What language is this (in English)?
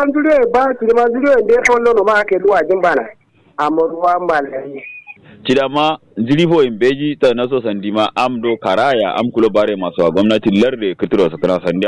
Kanuri